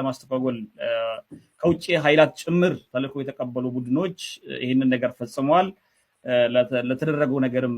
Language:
Amharic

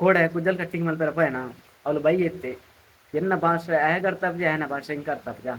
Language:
Tulu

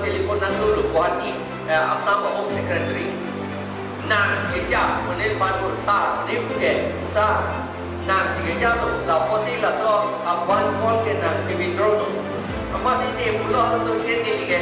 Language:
Karbi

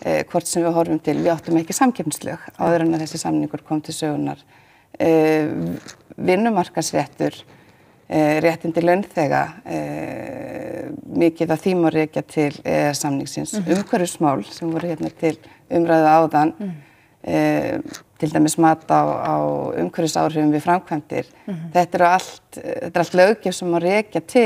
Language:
Icelandic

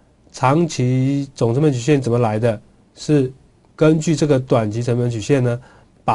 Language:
Chinese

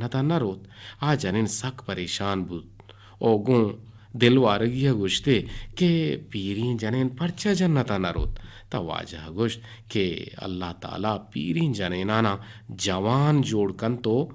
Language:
Eastern Balochi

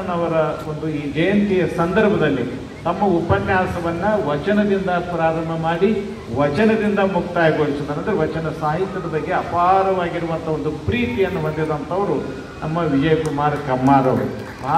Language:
Kannada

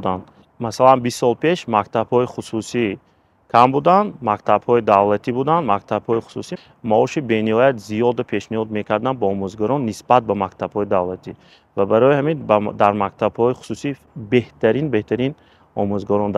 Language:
Tajik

